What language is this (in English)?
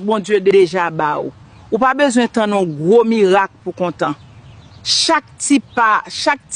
Haitian Creole